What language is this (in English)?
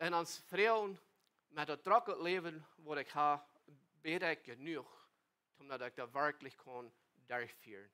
Plautdietsch